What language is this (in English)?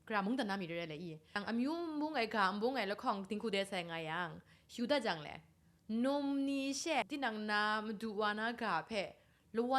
Kachin